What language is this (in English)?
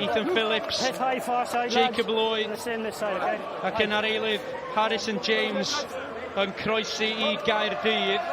Welsh